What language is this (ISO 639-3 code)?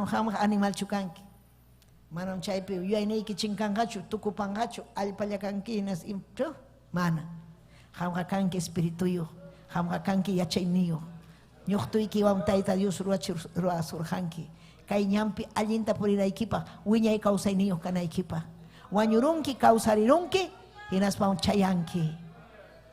quy